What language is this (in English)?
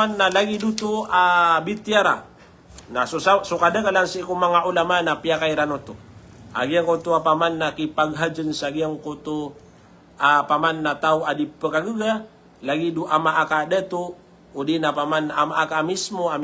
Maranao